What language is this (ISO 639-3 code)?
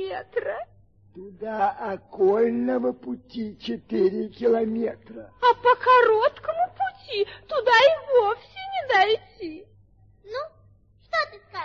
rus